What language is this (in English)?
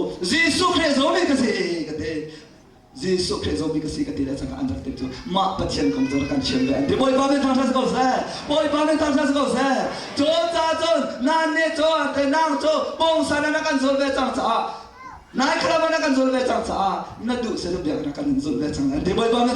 Hakha Chin